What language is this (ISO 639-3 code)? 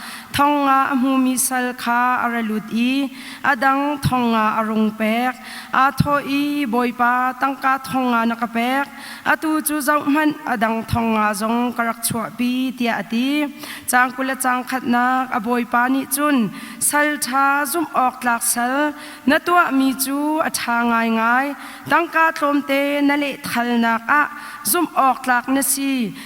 cnh